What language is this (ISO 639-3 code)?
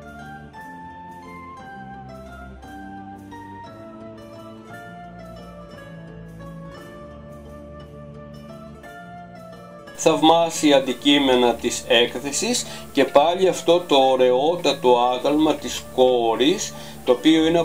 ell